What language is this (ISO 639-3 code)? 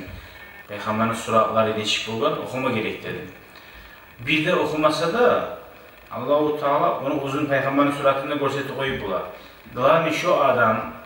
kum